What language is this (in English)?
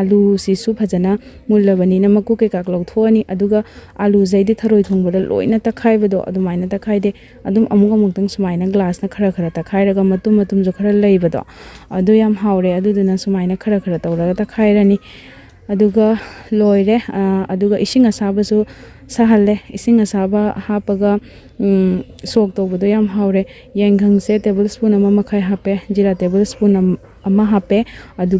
Manipuri